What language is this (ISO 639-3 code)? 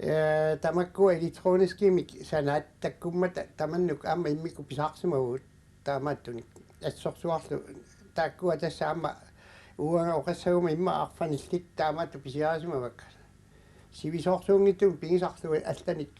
kal